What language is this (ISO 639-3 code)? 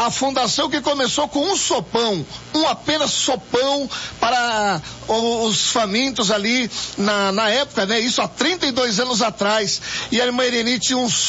por